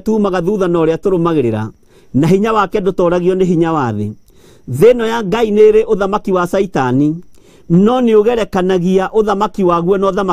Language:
Kikuyu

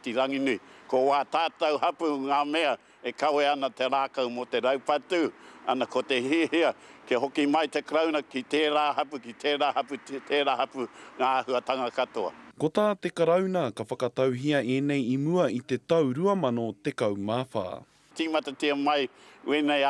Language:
Māori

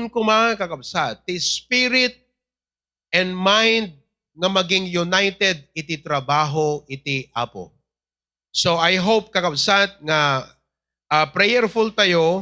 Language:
Iloko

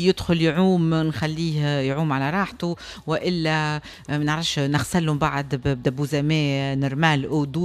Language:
Tunisian Arabic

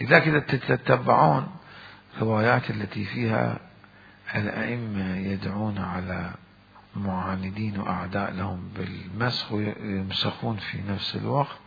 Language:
Mesopotamian Arabic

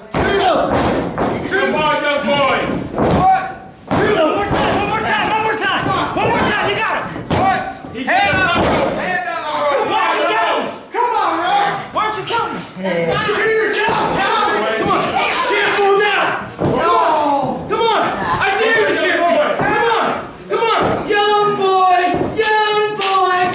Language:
English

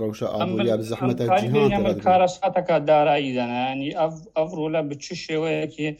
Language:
Kurdish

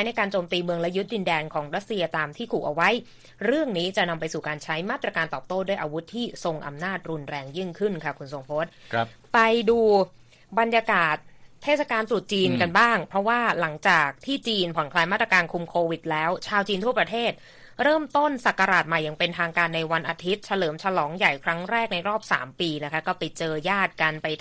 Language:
Thai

